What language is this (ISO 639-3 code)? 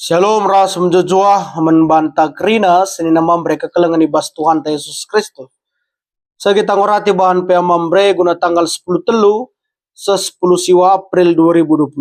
btx